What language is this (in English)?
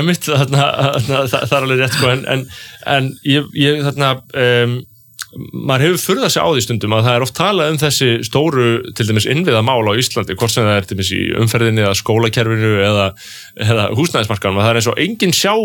Icelandic